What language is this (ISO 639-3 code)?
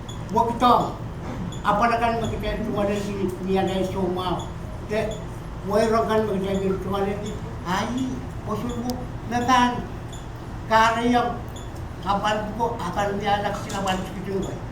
pon